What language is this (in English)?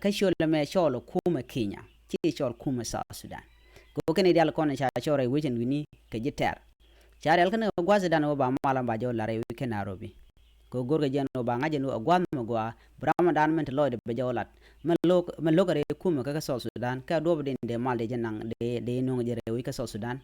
Nuer